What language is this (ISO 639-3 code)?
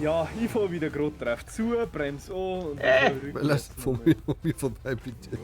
bar